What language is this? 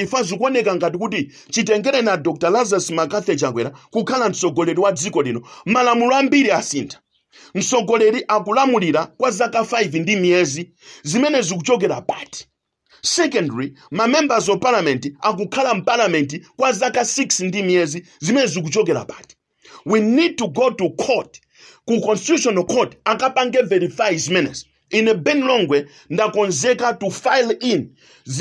Nyanja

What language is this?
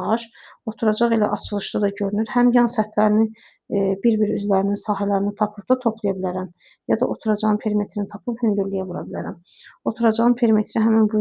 Azerbaijani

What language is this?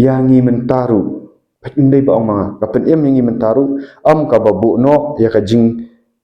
Khasi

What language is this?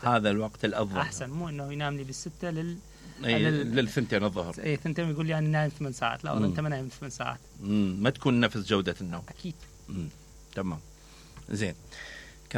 Mesopotamian Arabic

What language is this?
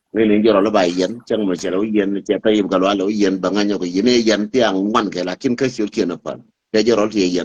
Nuer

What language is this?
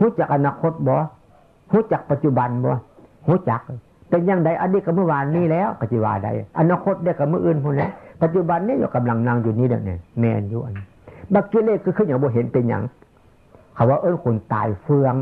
Northeastern Thai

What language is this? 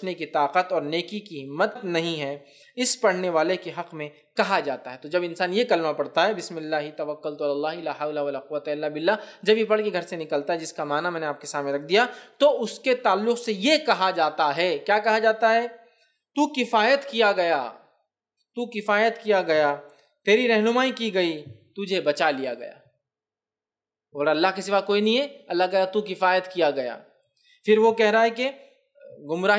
Urdu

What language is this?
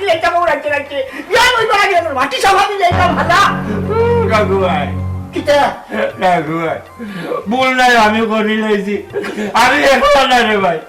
Sylheti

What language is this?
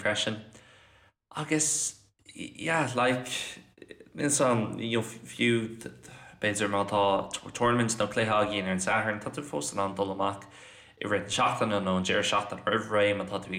Irish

